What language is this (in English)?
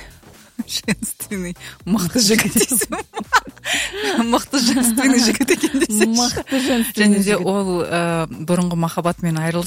Kazakh